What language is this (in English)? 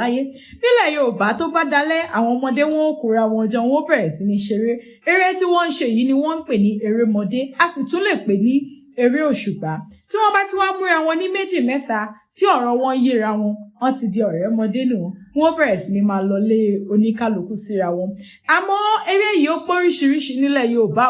Yoruba